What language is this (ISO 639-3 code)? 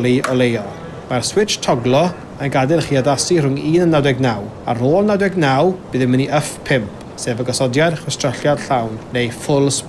cym